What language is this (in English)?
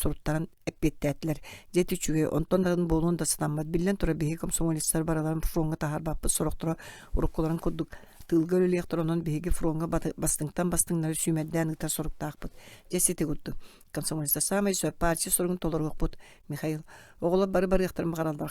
Yakut